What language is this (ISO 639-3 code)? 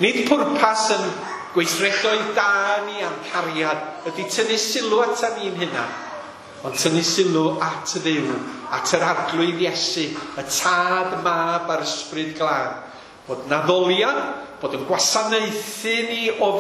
cym